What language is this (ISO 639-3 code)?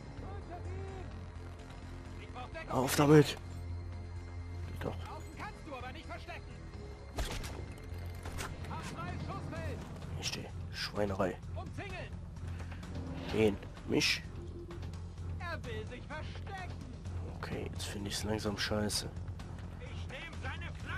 deu